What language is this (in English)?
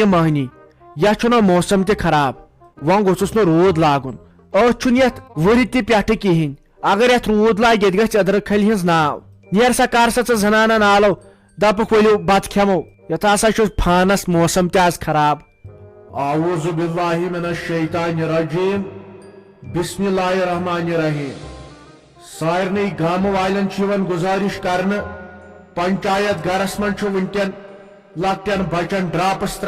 Kashmiri